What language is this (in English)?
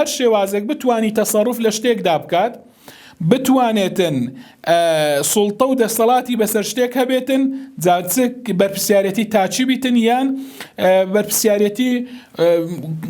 Central Kurdish